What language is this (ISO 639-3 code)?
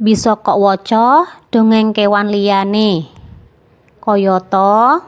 jav